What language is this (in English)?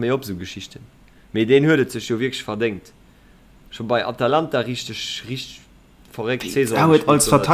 Luxembourgish